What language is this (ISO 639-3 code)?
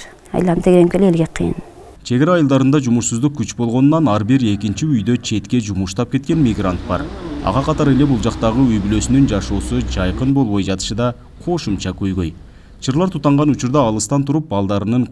kir